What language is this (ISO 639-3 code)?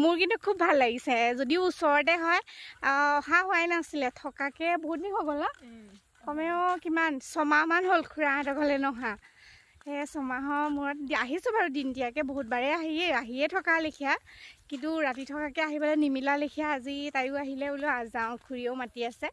asm